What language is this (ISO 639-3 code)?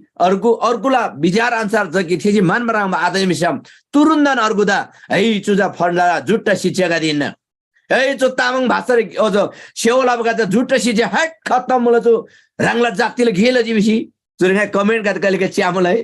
taj